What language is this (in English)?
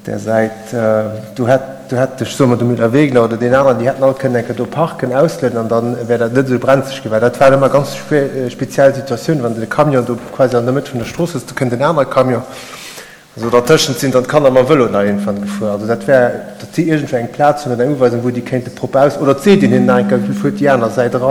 Luxembourgish